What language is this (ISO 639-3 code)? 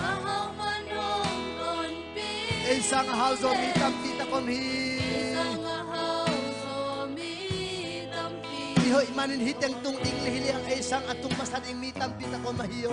ctd